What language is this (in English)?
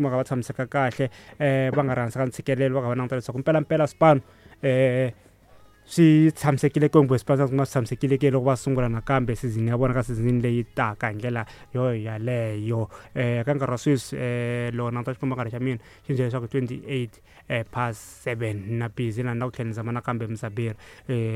Tsonga